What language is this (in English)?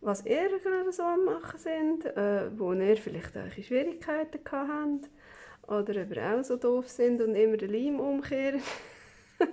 Swiss German